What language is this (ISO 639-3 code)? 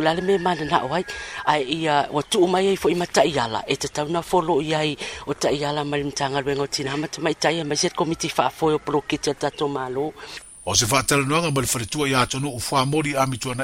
smo